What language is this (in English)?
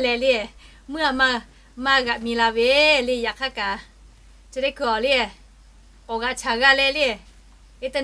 Lahu